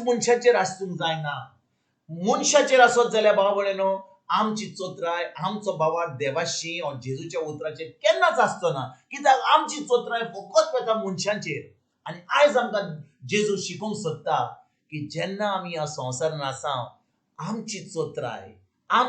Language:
Konkani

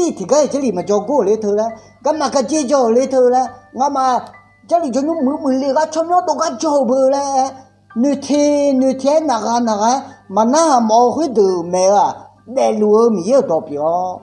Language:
Akha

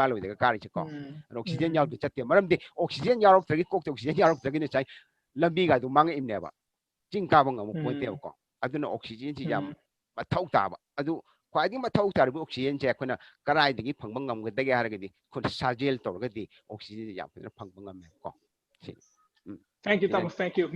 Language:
Manipuri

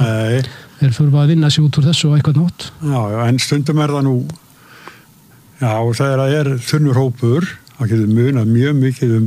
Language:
Icelandic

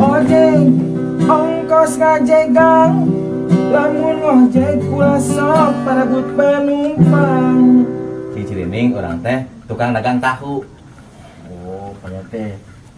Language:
Sundanese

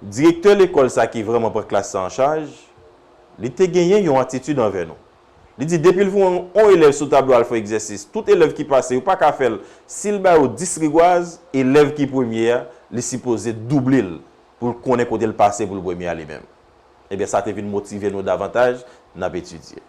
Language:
Haitian Creole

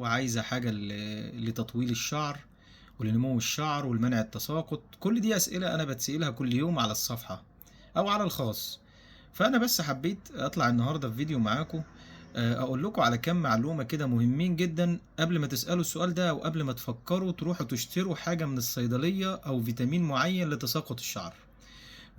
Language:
Egyptian Arabic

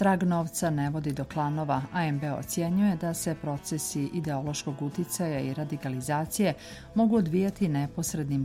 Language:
Bosnian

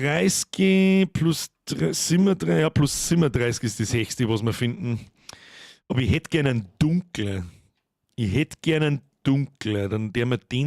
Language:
Bavarian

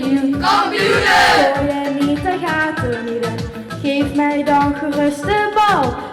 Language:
Limburgish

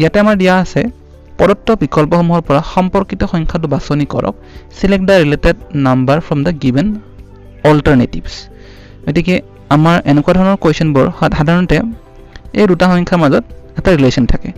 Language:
Assamese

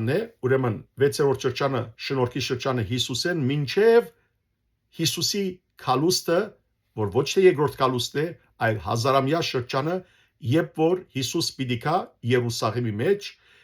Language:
Western Armenian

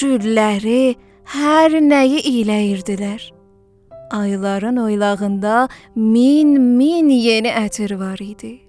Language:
South Azerbaijani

